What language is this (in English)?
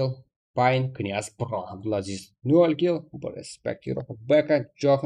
Kara-Kalpak